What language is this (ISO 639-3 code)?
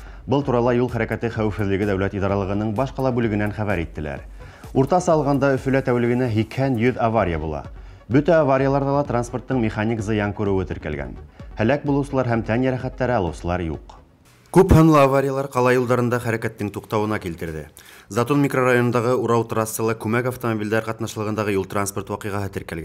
bak